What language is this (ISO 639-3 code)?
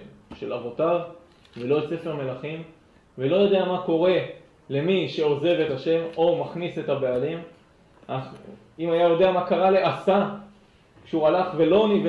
heb